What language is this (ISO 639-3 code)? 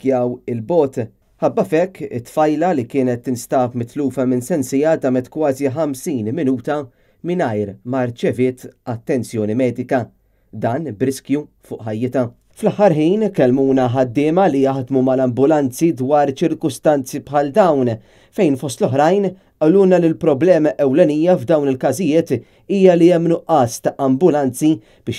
mlt